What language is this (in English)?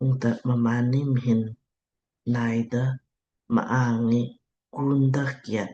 Lamkang